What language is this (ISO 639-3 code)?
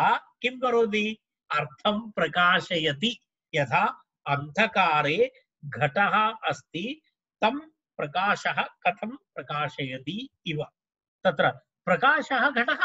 san